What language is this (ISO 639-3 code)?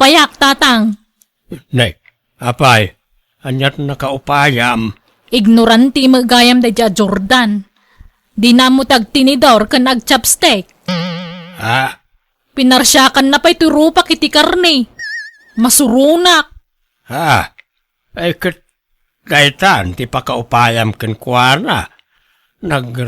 ilo